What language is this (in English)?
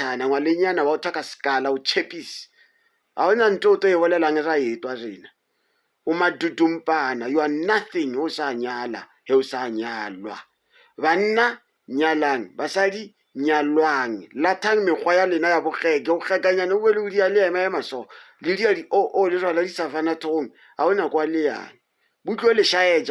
Northern Sotho